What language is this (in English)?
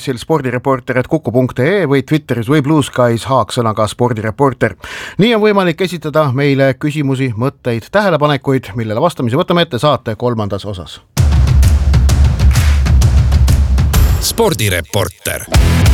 Estonian